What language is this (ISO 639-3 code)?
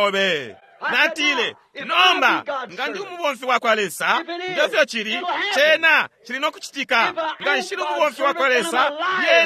bem